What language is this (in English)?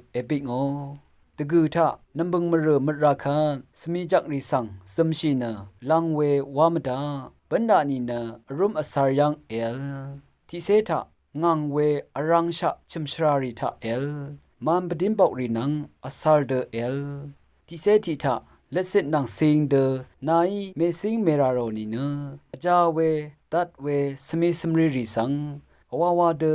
Rawang